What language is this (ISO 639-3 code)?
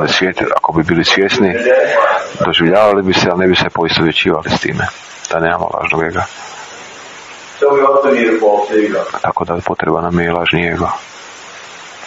hrv